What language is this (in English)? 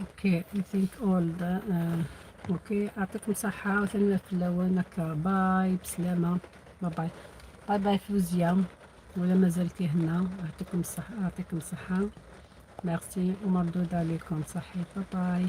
Algerian Arabic